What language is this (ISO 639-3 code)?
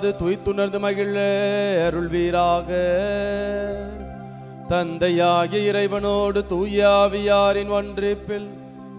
tam